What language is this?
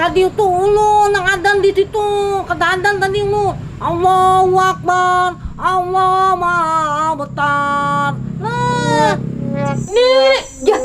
Banjar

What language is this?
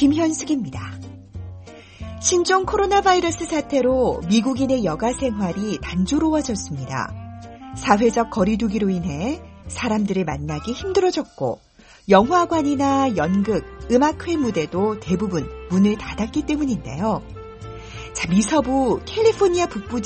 Korean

